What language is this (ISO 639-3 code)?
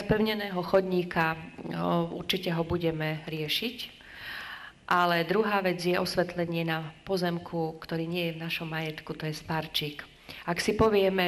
slk